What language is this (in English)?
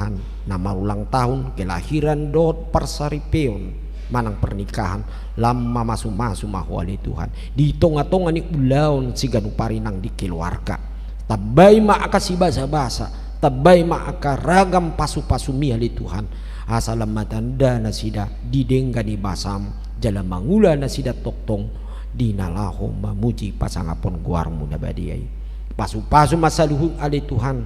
Batak Toba